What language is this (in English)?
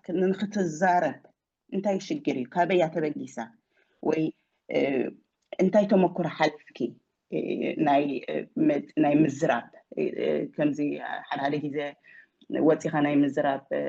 Tigrinya